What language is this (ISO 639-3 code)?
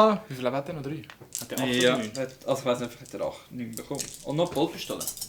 gsw